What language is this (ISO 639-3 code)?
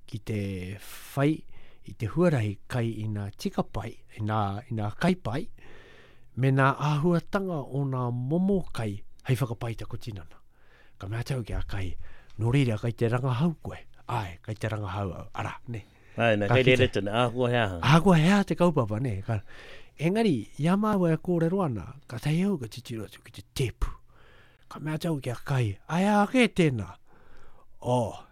mri